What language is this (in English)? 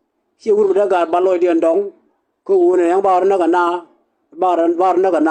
Nuer